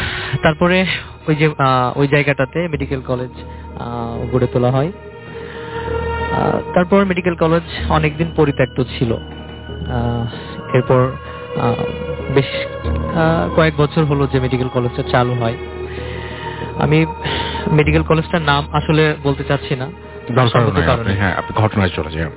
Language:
Bangla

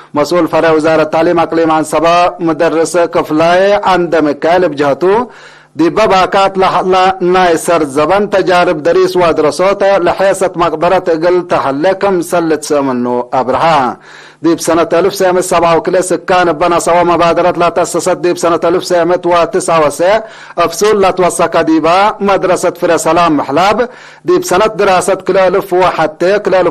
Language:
Tigre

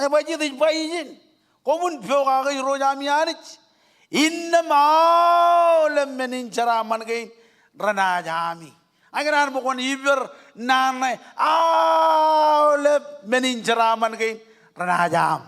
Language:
Marshallese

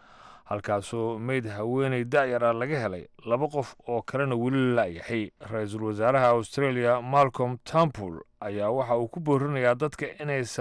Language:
Somali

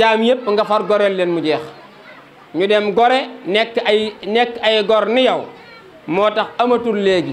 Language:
Wolof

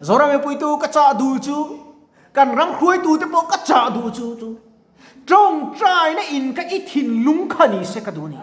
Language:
Mizo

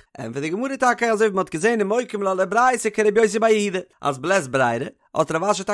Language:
Yiddish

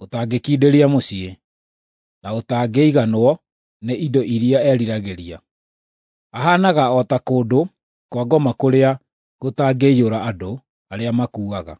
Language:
Kikuyu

